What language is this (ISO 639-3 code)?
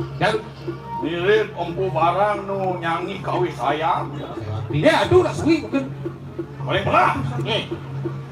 ban